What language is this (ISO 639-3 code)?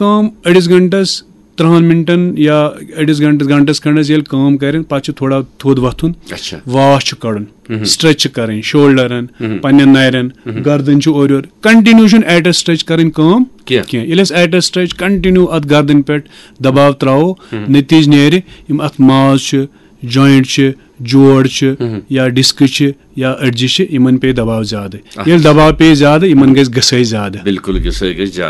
kas